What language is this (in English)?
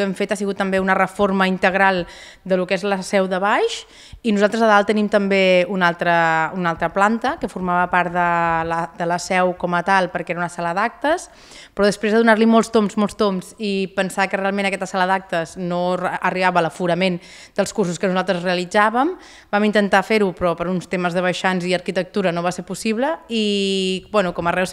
Catalan